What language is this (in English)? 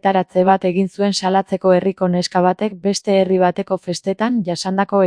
Basque